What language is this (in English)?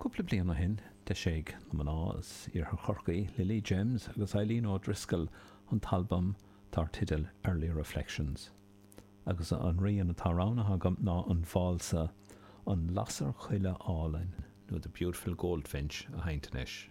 Irish